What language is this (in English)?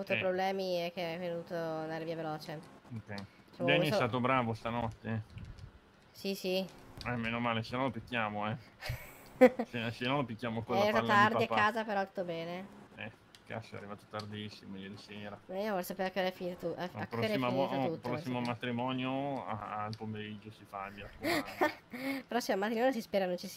Italian